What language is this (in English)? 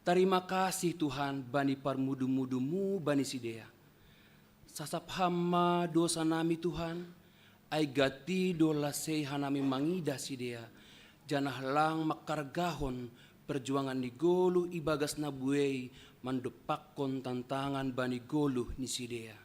Batak Simalungun